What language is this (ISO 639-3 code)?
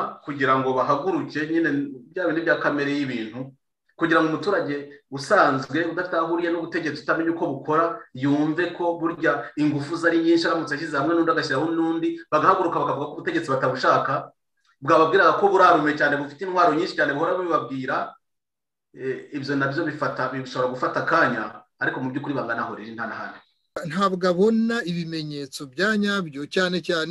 kin